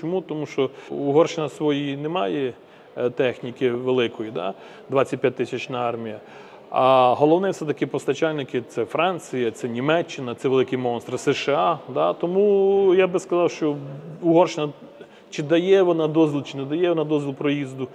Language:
Ukrainian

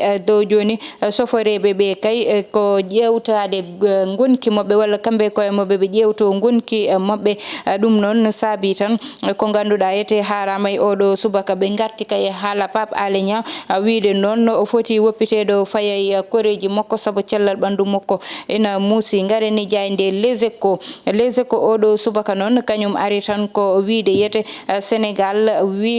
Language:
Fula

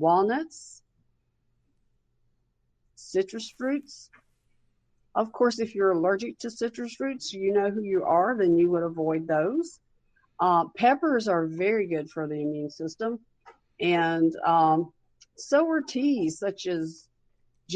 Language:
English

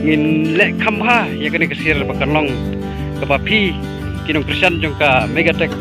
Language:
Khasi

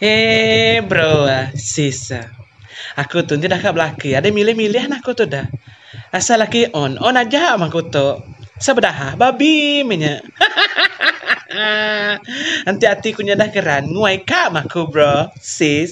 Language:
Iban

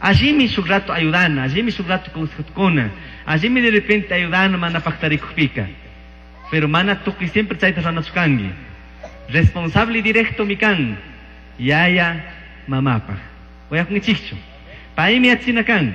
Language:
Chimborazo Highland Quichua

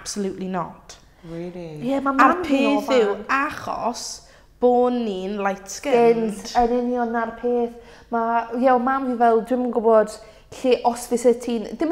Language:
Welsh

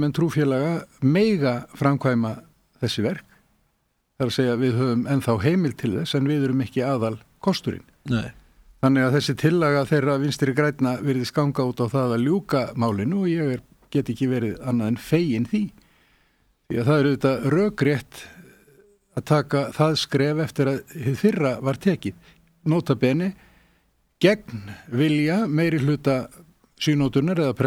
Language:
Icelandic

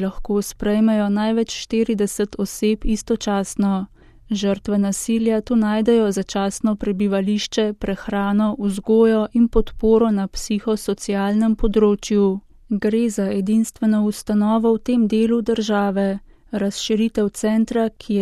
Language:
Slovenian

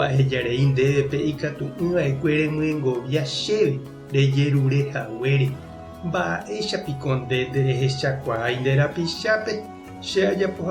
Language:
Guarani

